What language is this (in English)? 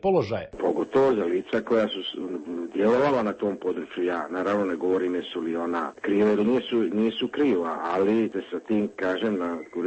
Serbian